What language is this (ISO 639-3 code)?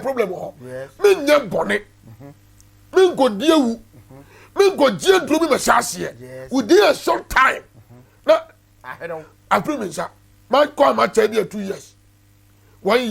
aka